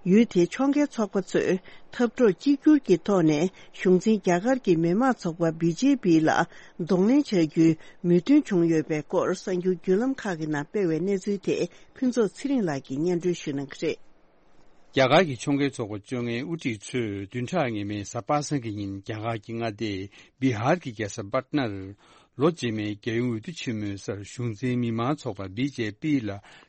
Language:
Tibetan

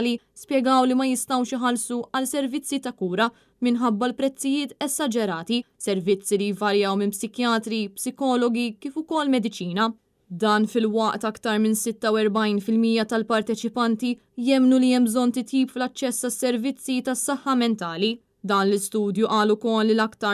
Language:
Maltese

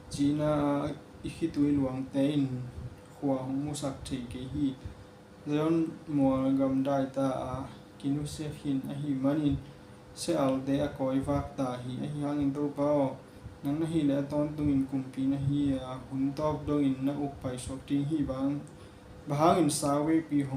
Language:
Tedim Chin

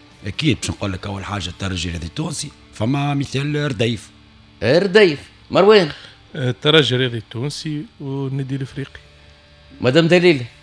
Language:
Tunisian Arabic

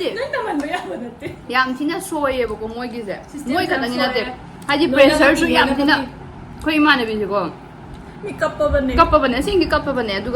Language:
Manipuri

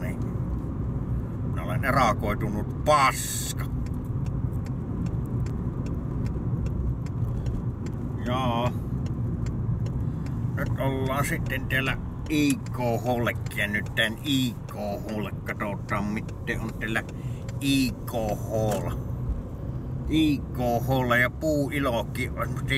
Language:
Finnish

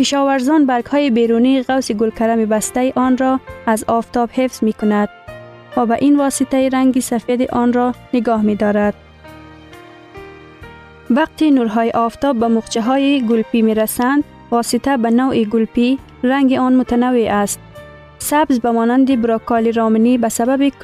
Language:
Persian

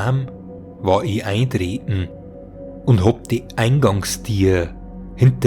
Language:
Bavarian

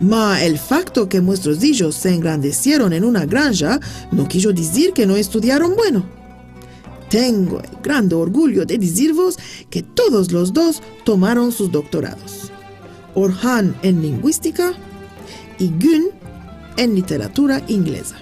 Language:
Ladino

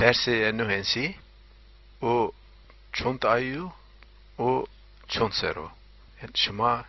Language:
Zaza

